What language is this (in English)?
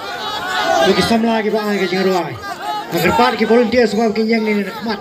Khasi